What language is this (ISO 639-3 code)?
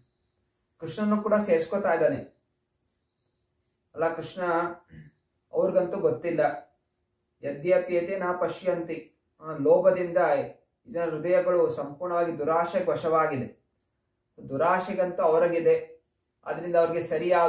kan